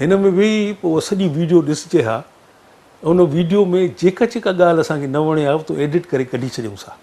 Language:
Sindhi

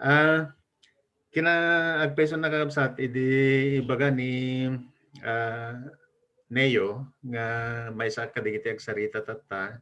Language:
Iloko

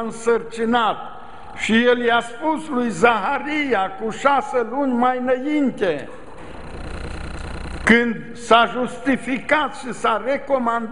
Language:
Romanian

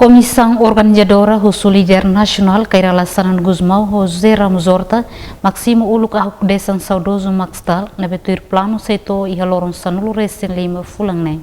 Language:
Tetum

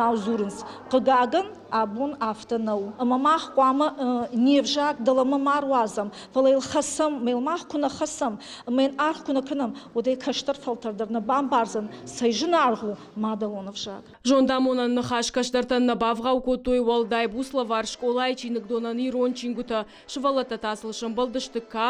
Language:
Ossetic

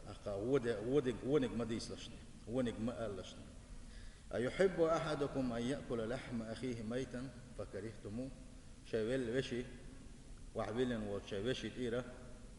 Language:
Chechen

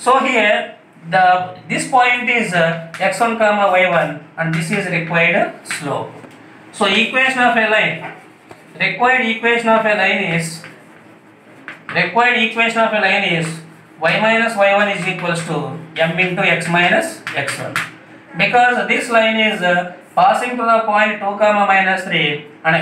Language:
English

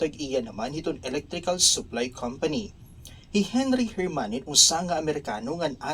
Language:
Waray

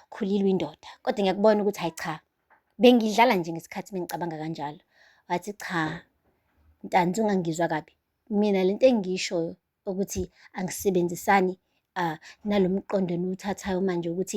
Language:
Zulu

